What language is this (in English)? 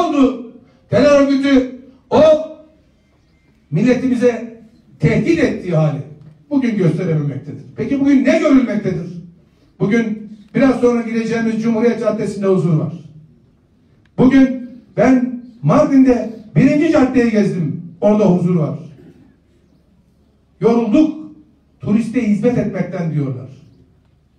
Turkish